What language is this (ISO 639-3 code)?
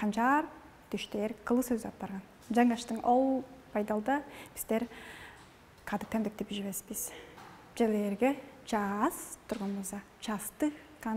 tyv